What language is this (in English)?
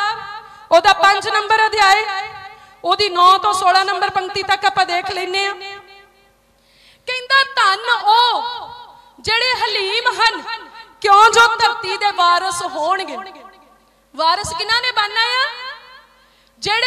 Punjabi